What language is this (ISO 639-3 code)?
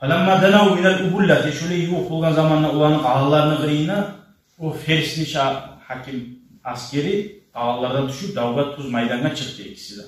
kum